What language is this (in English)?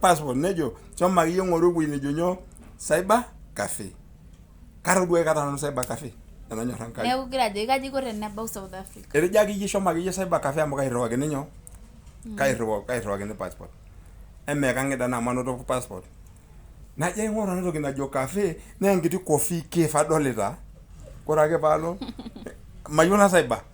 Masai